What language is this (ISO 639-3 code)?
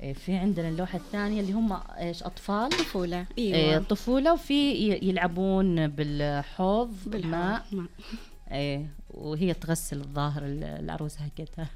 ars